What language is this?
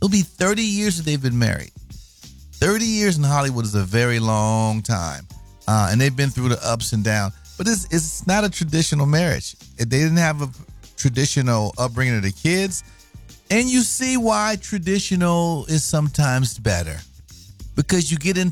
English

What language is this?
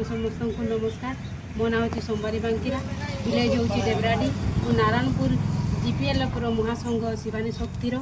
Santali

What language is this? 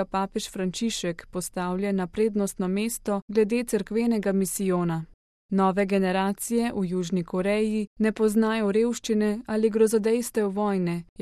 Slovenian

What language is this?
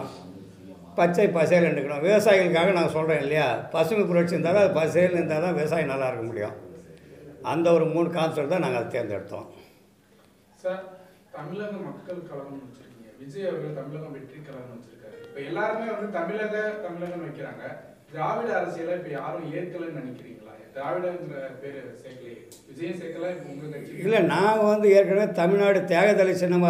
Tamil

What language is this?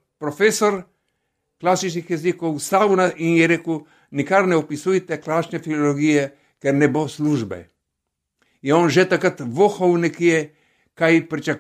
Slovenian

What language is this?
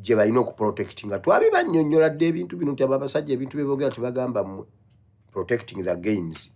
Ganda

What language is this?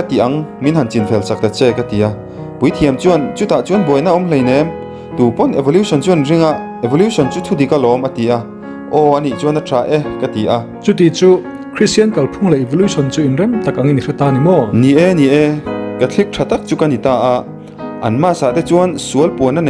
Mizo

